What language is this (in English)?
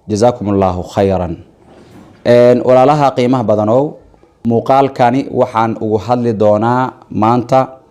Somali